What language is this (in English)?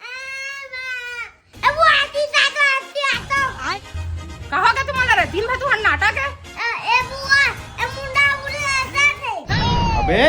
Chhattisgarhi